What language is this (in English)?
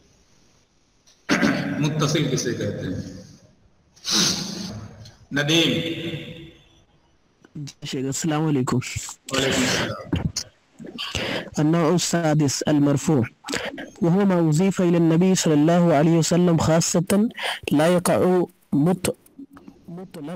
Urdu